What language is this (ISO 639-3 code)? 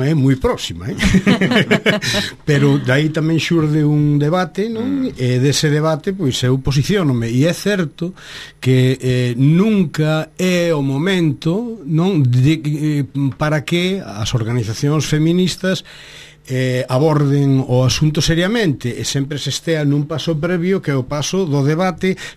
glg